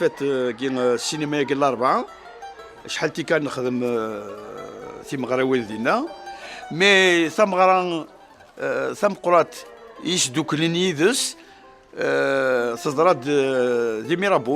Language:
Kabyle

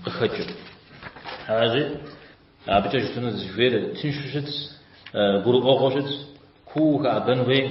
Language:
Kabardian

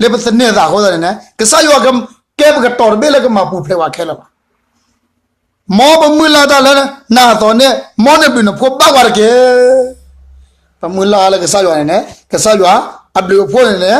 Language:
S'gaw Karen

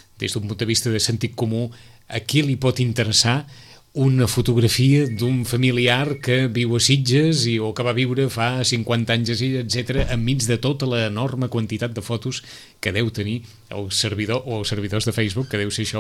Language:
Catalan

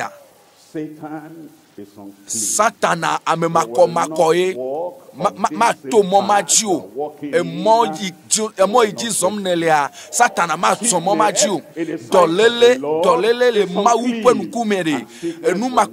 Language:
Ewe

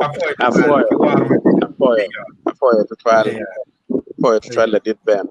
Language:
Acoli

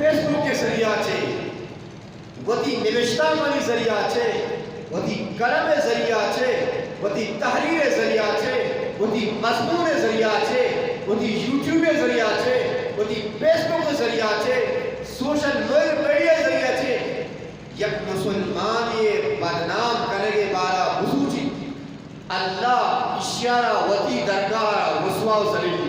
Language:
Eastern Balochi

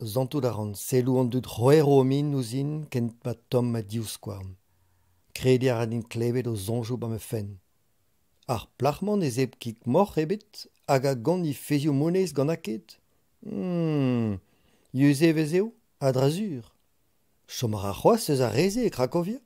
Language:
Breton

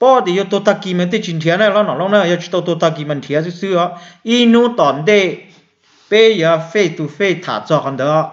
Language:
Hmong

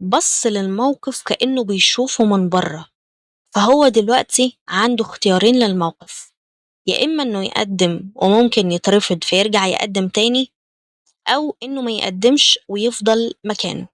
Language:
Egyptian Arabic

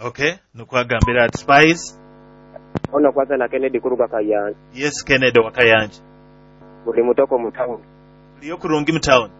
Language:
Nyoro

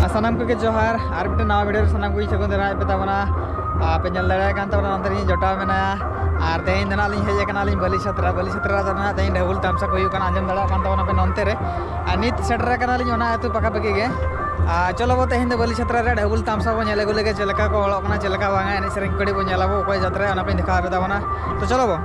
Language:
Santali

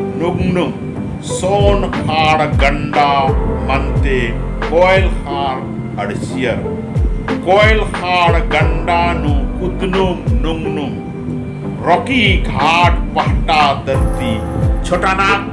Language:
Kurukh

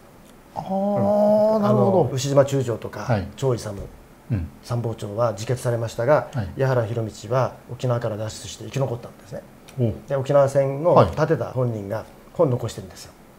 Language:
Japanese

